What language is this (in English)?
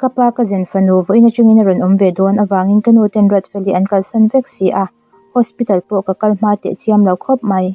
Mizo